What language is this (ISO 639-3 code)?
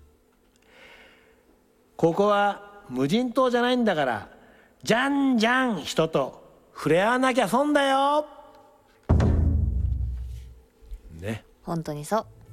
jpn